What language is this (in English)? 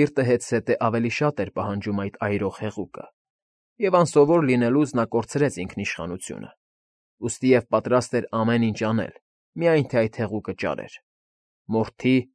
Armenian